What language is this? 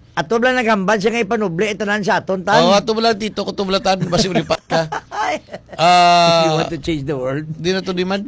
Hiligaynon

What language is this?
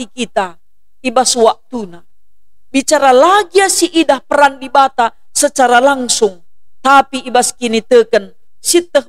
Batak Karo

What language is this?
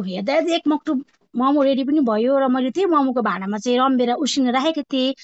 Nepali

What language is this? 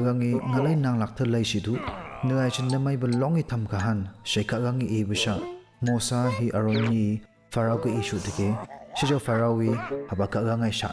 Phom Naga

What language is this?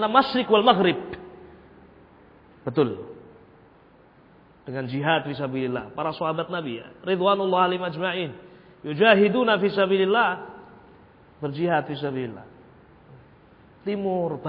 Indonesian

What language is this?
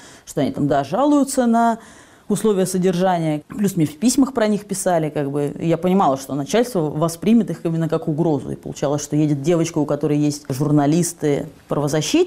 Russian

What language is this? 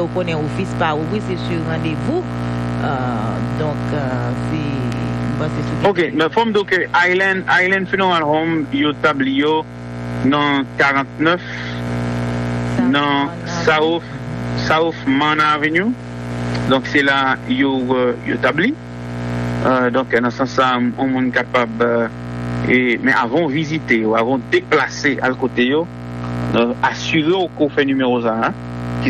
Haitian Creole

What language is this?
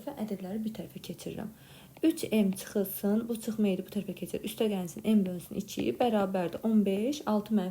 Azerbaijani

